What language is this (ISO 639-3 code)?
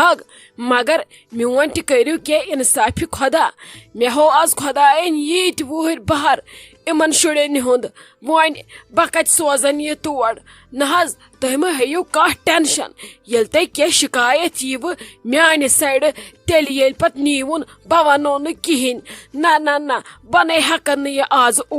kas